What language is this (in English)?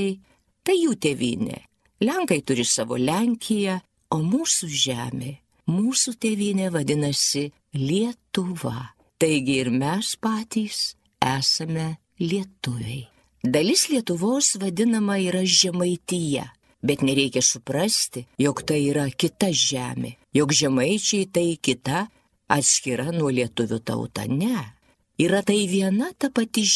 Lithuanian